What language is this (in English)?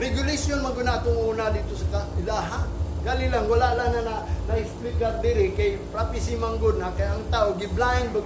Cebuano